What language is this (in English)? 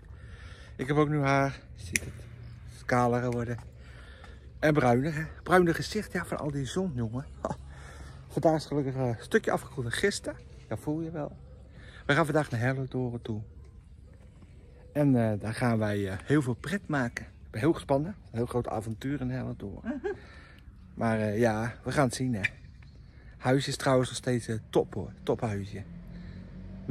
Dutch